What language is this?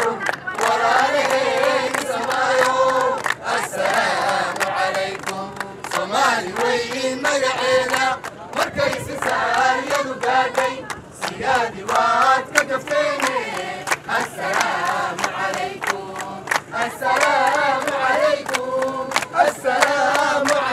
Somali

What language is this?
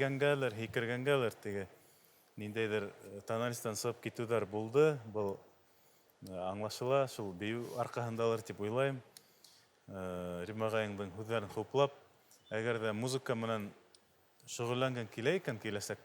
Bashkir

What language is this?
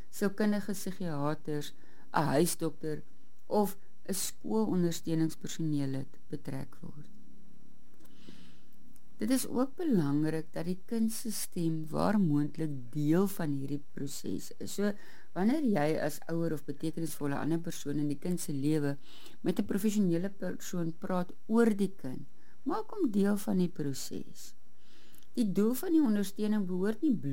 Afrikaans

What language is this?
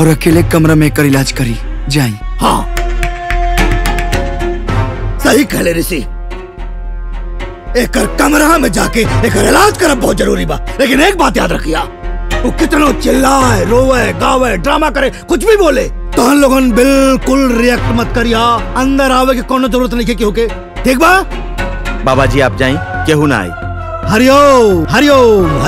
Bhojpuri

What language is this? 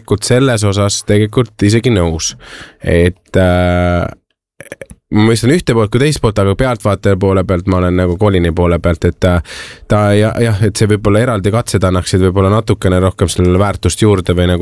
Estonian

